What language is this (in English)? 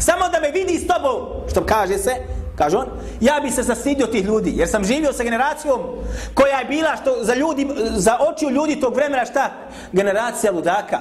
Bosnian